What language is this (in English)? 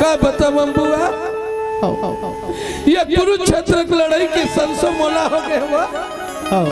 Chhattisgarhi